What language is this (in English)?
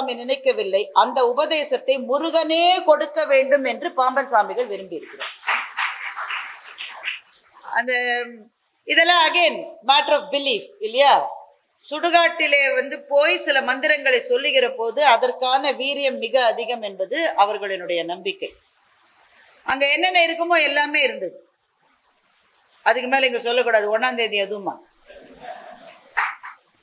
Tamil